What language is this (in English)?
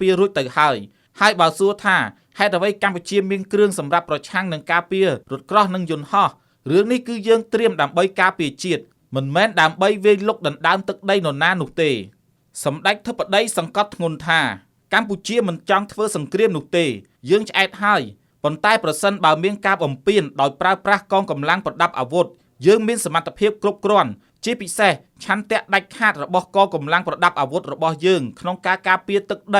Khmer